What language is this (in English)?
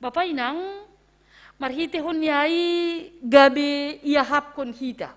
Batak Simalungun